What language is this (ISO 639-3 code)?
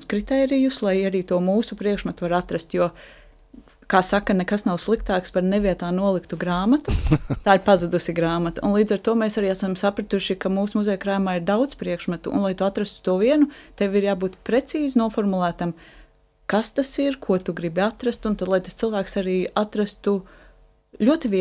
lav